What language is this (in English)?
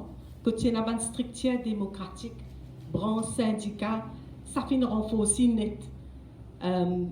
Morisyen